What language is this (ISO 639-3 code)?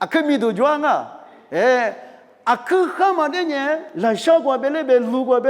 lis